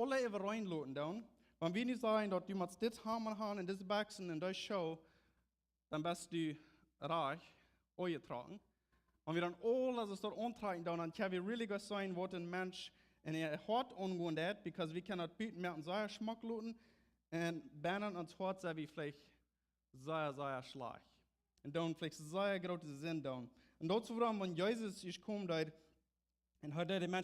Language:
Plautdietsch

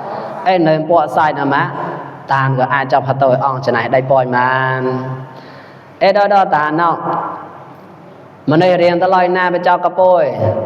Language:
Mon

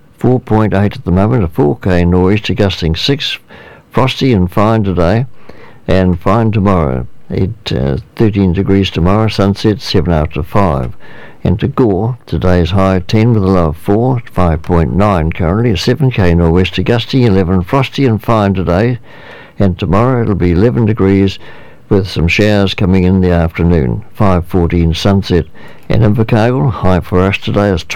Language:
English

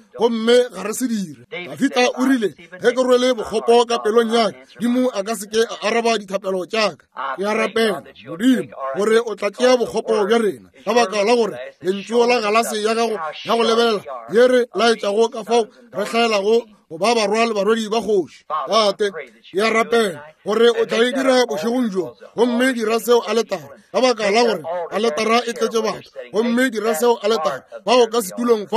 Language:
Northern Sotho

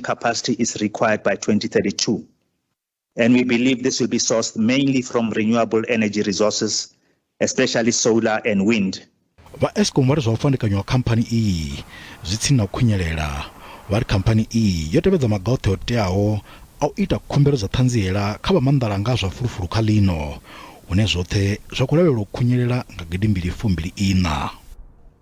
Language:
Venda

